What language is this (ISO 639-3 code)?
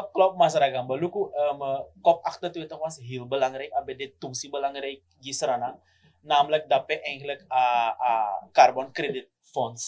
srn